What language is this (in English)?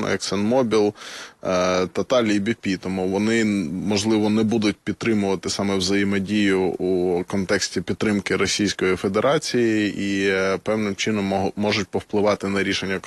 Ukrainian